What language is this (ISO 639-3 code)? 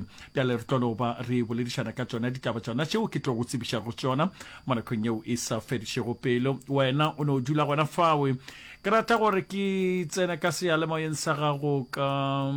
nso